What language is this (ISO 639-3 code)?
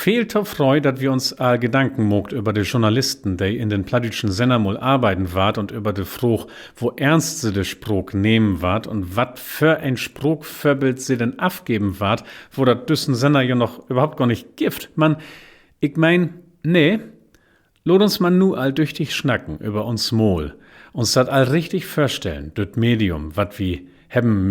nds